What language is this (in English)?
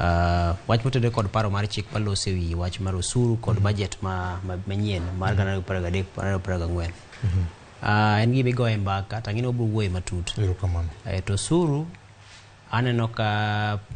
Luo (Kenya and Tanzania)